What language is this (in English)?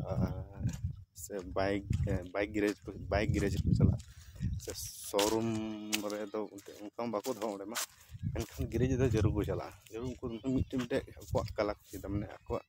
Santali